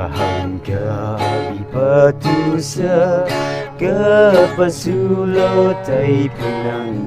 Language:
Maram Naga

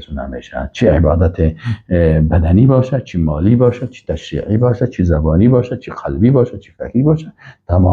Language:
Persian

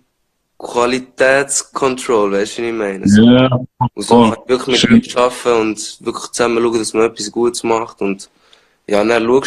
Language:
Swiss German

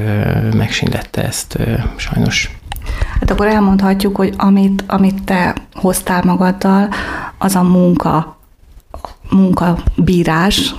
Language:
Hungarian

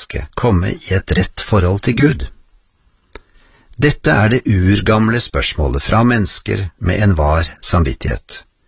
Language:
Norwegian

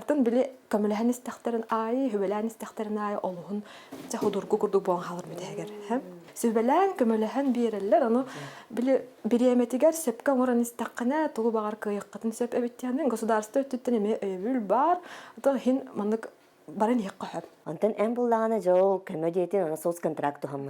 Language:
Yakut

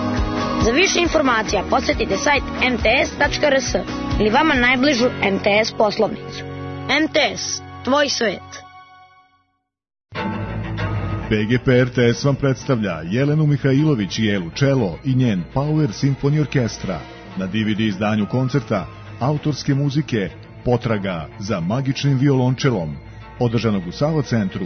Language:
Serbian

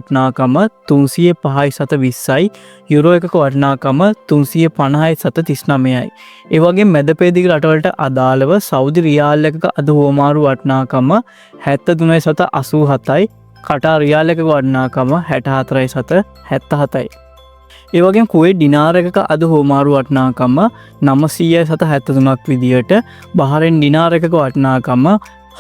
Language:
Sinhala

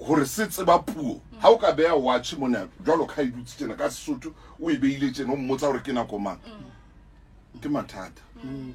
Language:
Southern Sotho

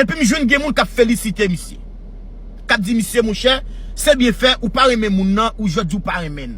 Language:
Haitian Creole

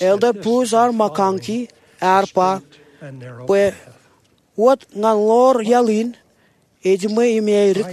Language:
Marshallese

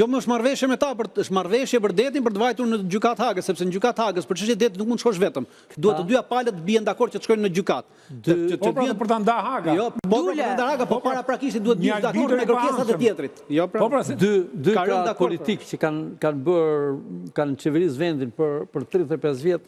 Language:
Albanian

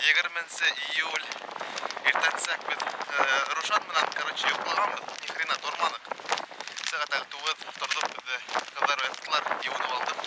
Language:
Bashkir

